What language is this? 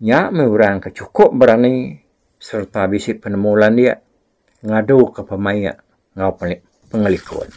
Iban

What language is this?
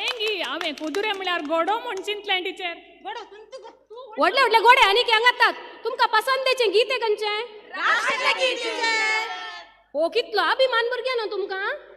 Konkani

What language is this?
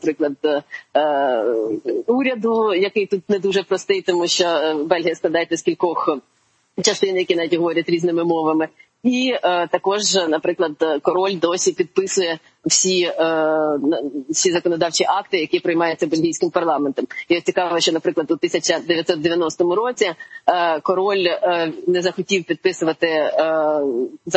Ukrainian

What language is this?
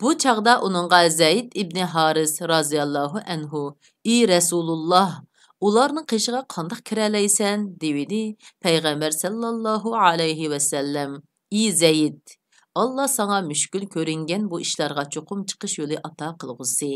Uyghur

